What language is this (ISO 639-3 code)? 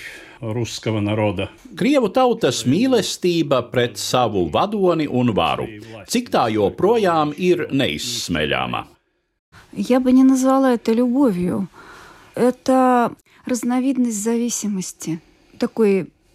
lav